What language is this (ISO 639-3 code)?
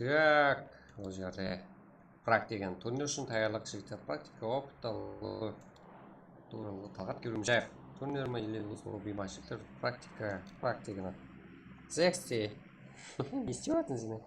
kaa